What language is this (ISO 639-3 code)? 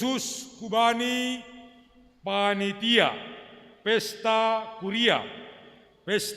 bts